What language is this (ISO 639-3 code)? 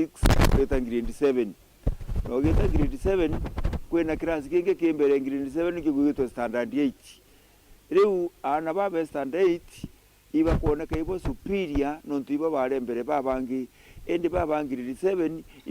mer